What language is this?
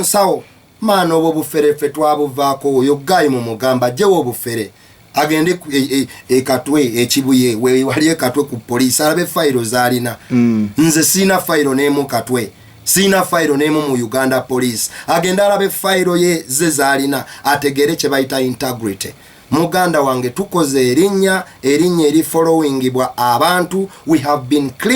Ganda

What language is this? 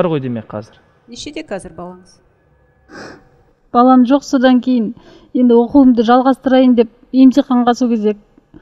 Kazakh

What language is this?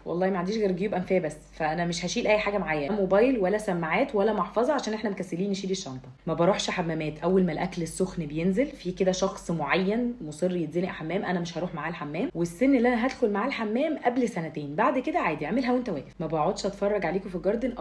Egyptian Arabic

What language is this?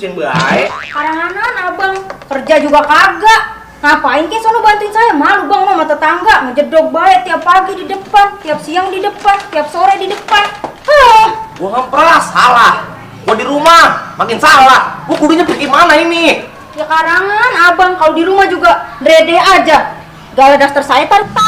Betawi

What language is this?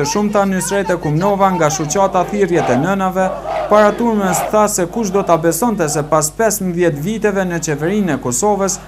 Albanian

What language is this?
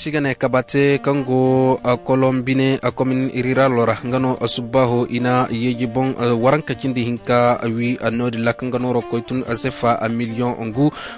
Koyraboro Senni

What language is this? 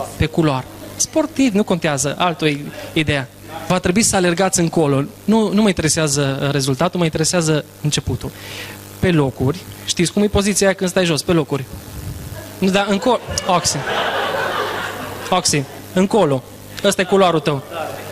Romanian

